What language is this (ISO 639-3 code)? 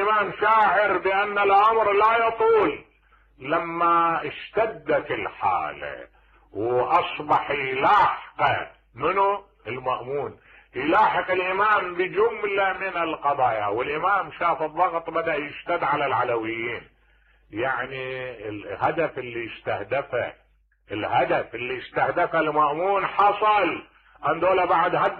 acm